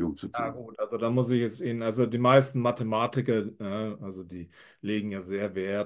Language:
German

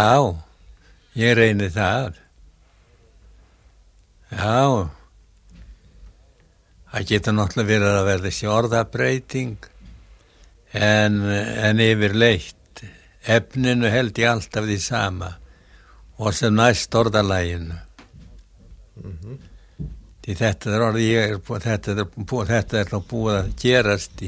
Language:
Icelandic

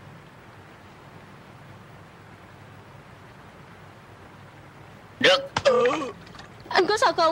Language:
Vietnamese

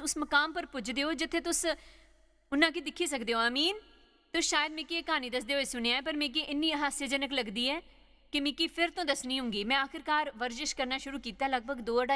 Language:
Dogri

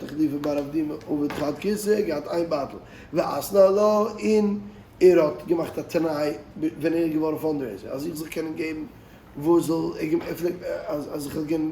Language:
Yiddish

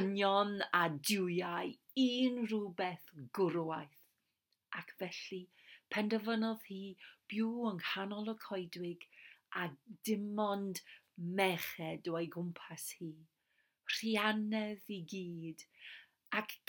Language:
Welsh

